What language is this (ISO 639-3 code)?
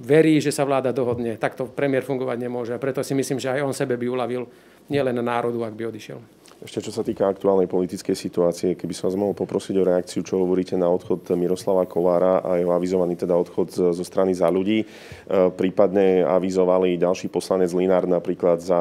slk